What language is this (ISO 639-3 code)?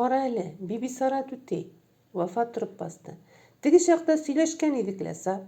tat